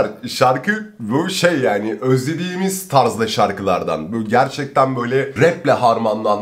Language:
Turkish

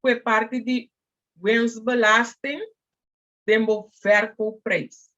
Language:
Papiamento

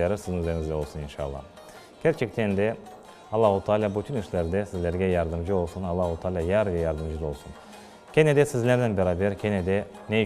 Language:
Crimean Tatar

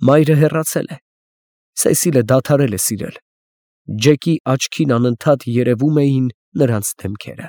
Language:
Armenian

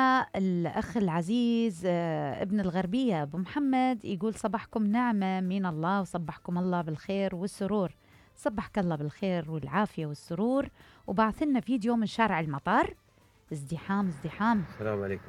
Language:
Mesopotamian Arabic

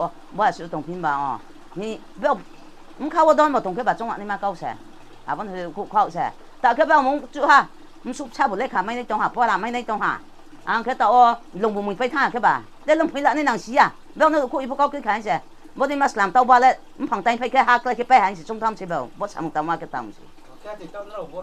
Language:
Riang (India)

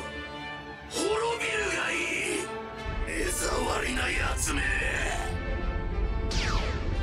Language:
Japanese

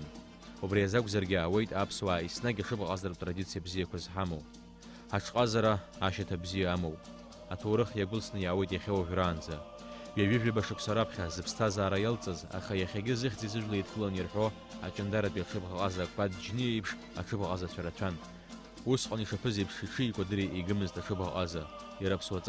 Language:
Abkhazian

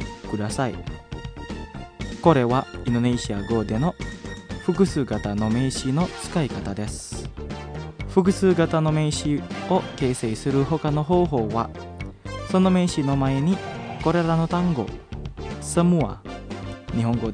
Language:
Japanese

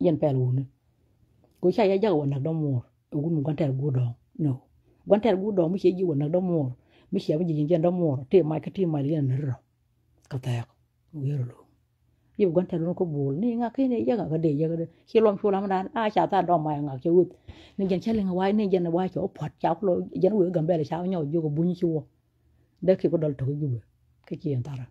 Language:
Nuer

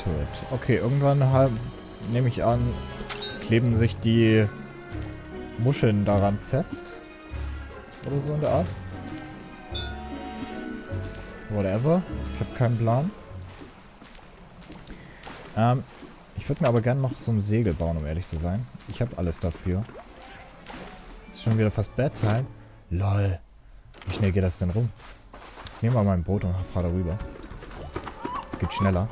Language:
German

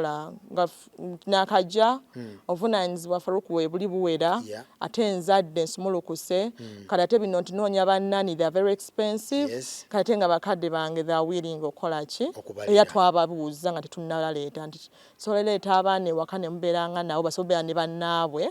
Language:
Ganda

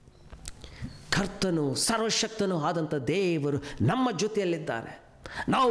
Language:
Kannada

